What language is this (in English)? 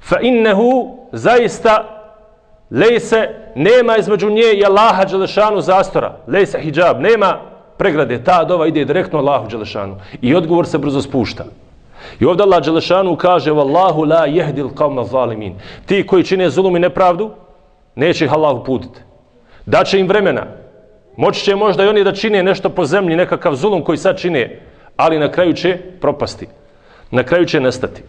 Bosnian